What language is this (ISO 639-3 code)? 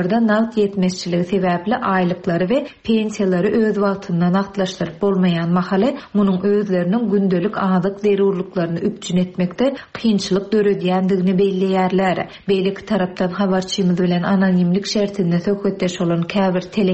tuk